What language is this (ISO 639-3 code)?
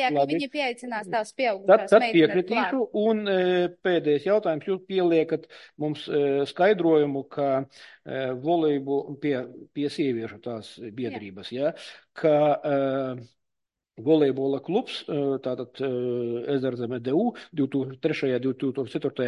lav